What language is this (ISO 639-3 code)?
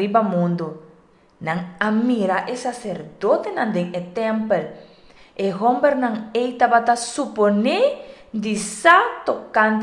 pap